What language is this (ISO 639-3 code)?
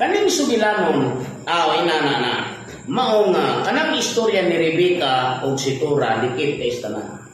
ceb